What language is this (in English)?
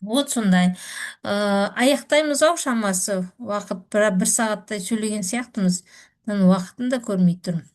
Kazakh